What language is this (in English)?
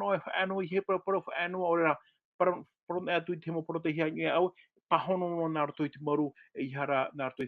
Tahitian